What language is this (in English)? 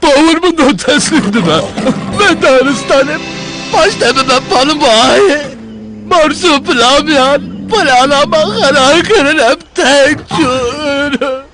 Kurdish